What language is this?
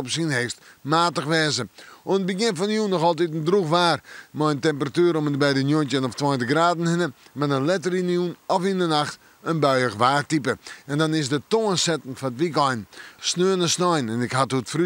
Western Frisian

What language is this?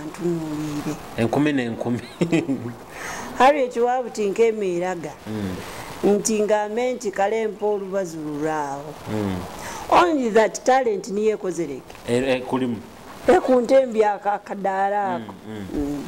Nyoro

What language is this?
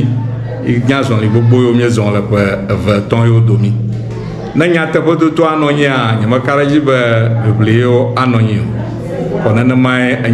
Ewe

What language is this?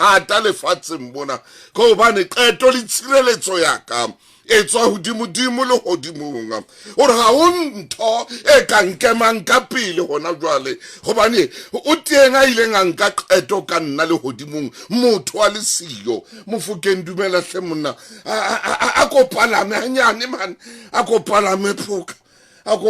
Southern Sotho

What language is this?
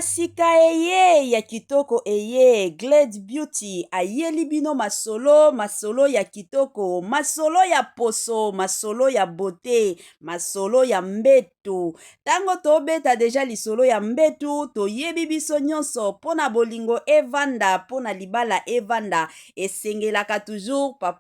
Lingala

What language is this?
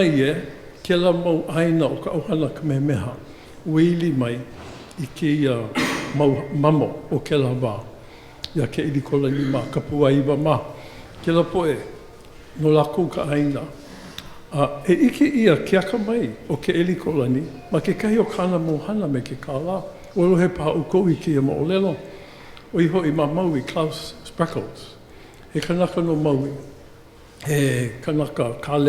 Hawaiian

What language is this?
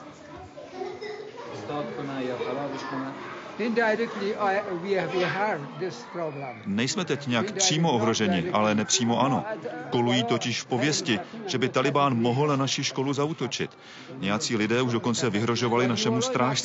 Czech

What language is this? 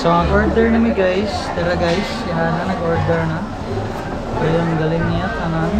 Cebuano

